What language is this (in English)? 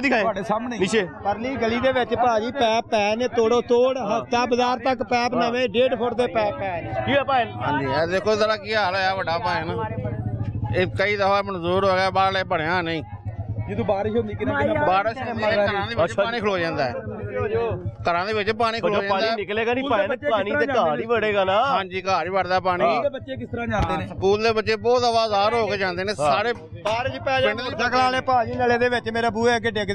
Punjabi